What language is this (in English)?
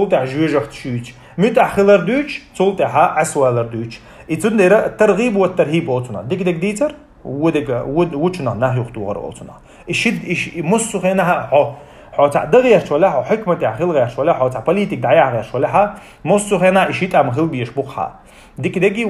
Chechen